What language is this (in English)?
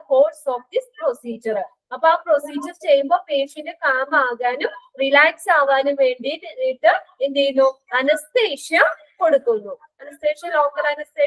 Malayalam